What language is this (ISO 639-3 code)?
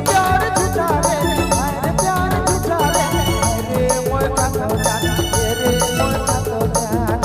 sck